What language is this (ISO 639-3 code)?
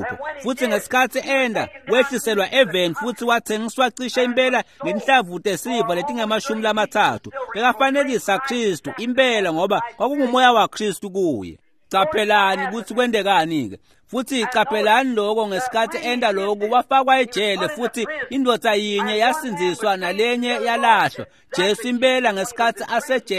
ssw